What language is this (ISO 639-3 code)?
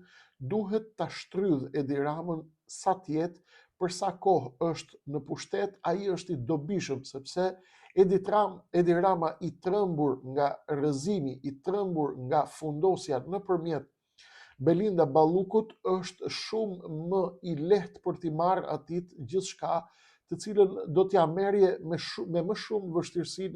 sqi